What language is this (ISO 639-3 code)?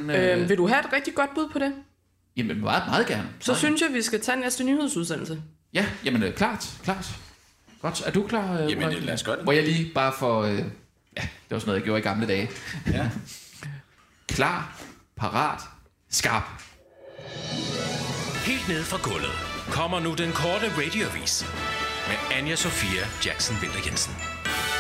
dan